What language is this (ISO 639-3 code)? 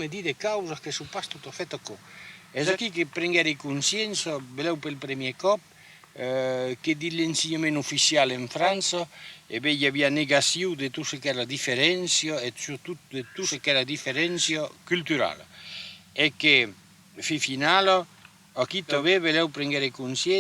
oci